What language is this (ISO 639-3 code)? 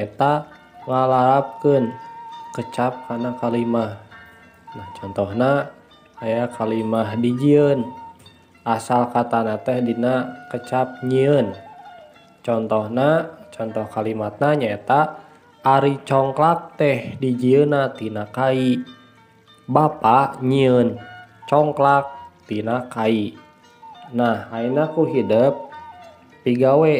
sun